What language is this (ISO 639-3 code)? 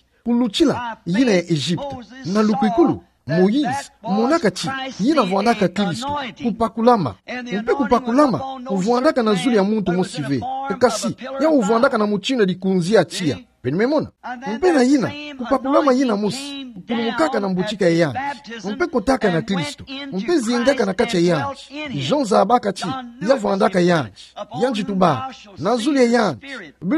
ktu